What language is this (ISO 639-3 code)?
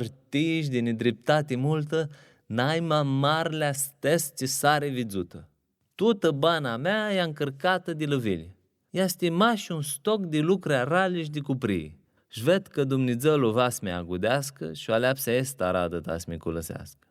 rup